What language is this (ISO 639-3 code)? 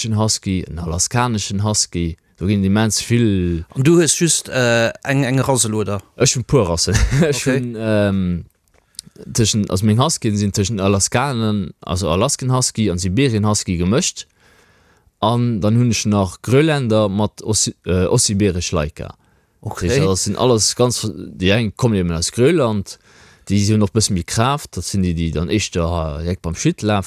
ltz